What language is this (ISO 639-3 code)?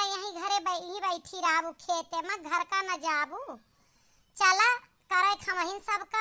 awa